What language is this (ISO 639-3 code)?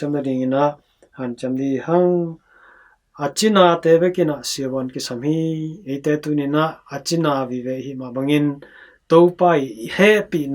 ctd